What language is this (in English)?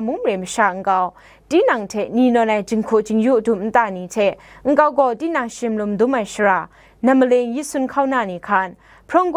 Kachin